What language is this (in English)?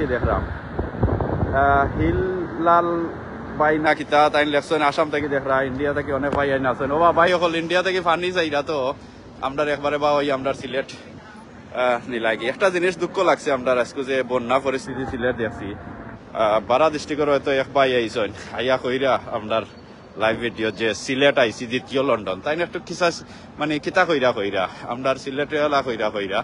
Sylheti